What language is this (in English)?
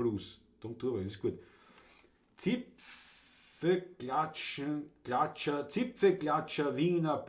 Bavarian